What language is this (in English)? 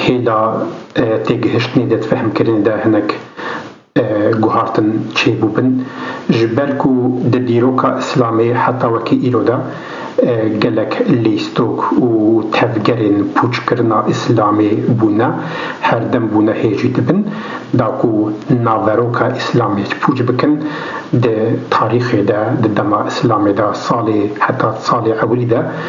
Kurdish